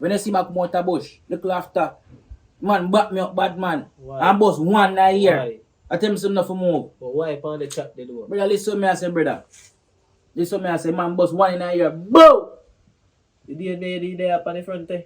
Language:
Jamaican Creole English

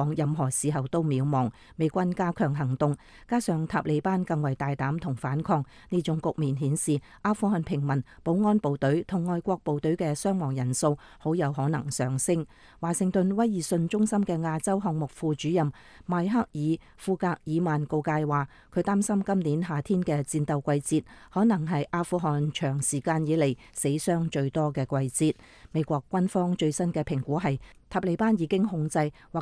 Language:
Cantonese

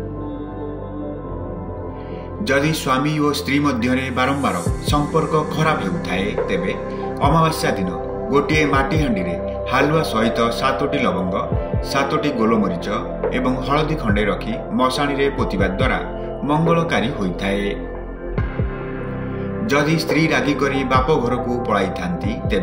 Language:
Odia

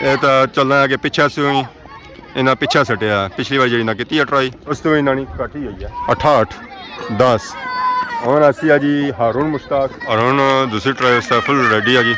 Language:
Pahari-Potwari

